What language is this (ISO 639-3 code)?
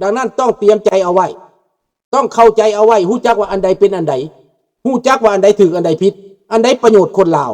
lao